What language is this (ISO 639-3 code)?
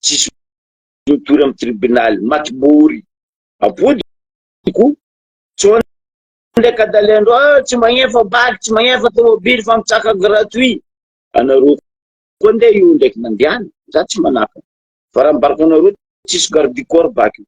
mlg